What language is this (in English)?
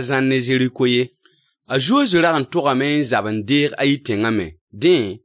Mossi